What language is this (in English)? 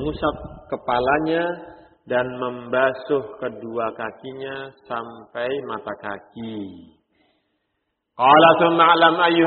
Indonesian